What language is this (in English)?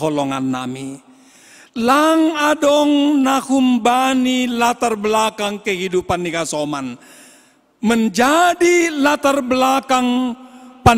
Batak Simalungun